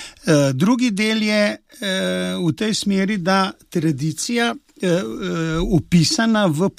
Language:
Slovenian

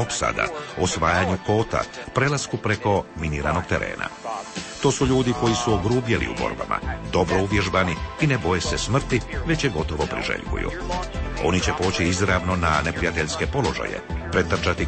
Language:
Croatian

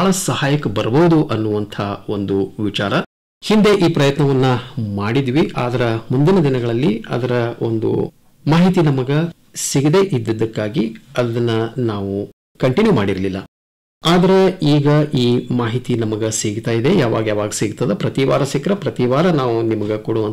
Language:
Kannada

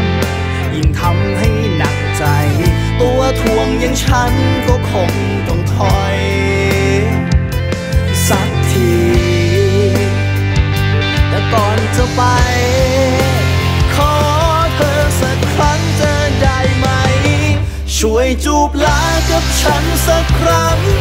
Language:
Thai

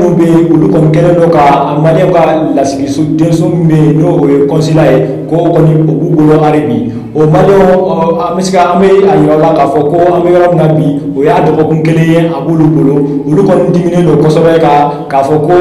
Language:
Bambara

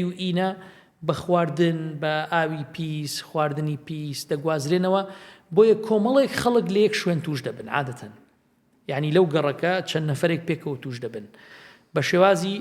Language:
Central Kurdish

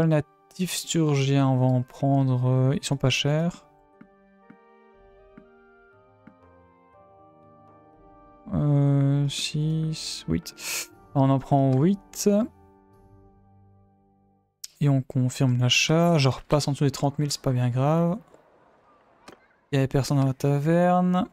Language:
French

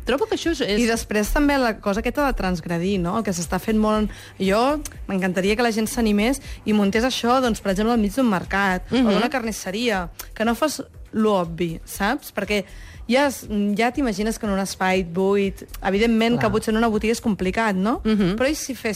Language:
Catalan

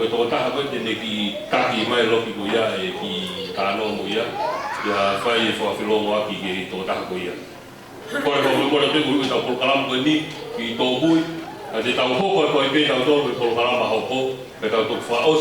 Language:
Tongan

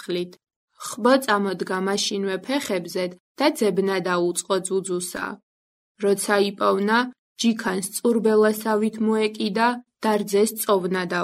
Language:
Georgian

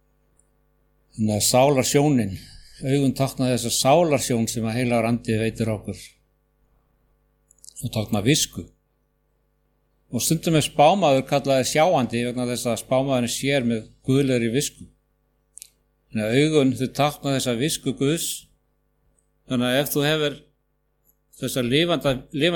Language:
Icelandic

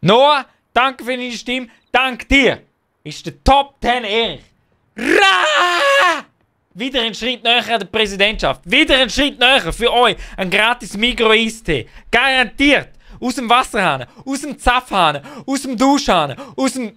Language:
Swiss German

